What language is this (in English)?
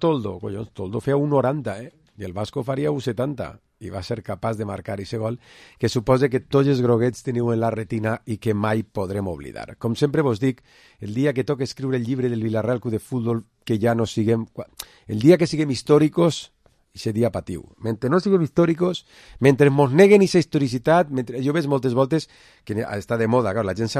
Catalan